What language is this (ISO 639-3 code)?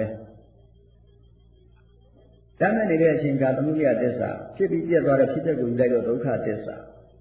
mya